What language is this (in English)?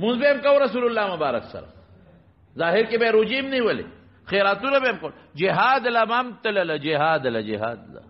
Pashto